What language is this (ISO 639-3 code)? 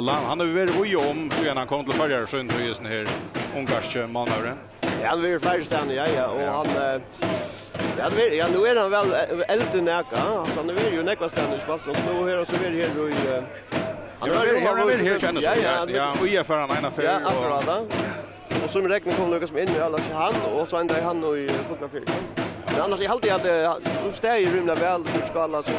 fao